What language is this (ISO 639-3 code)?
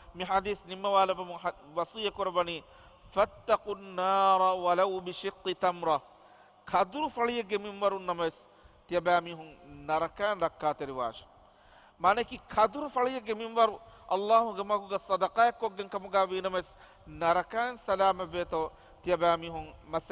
div